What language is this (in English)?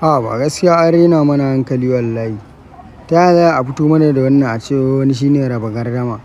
Hausa